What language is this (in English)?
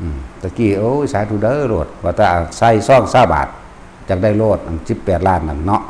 Lao